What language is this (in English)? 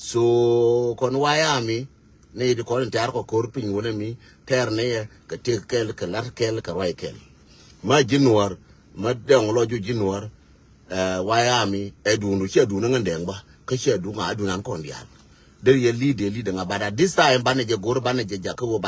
Nuer